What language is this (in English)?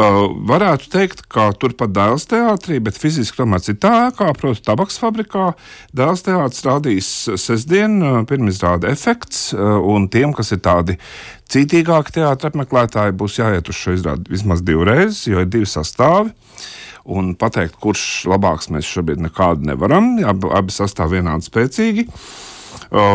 Latvian